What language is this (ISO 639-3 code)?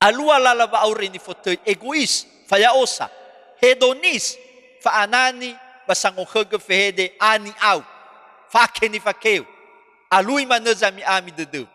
nia